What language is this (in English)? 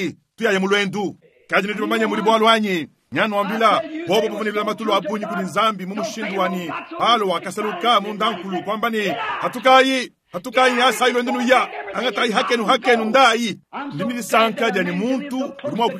Luba-Lulua